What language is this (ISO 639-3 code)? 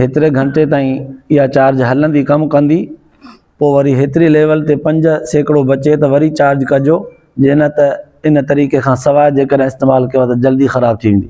snd